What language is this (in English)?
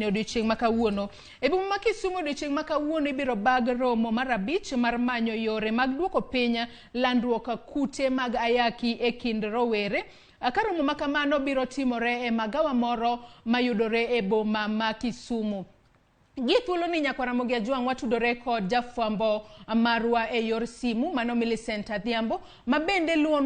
Luo (Kenya and Tanzania)